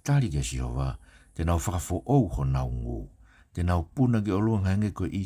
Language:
Tongan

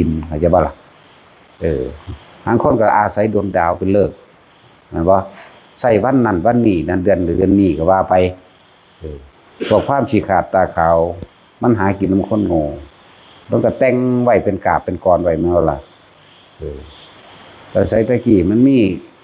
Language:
Northeastern Thai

